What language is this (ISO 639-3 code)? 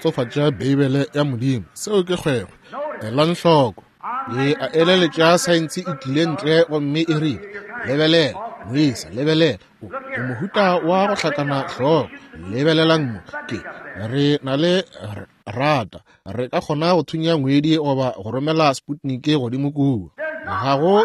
nso